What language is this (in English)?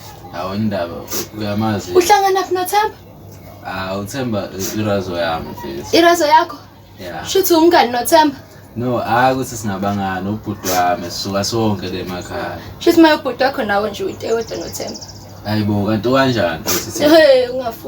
Zulu